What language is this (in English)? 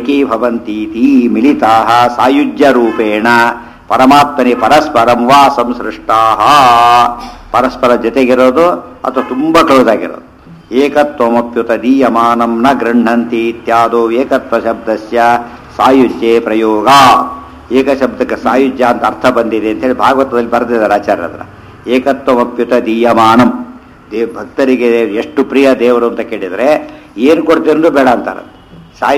Kannada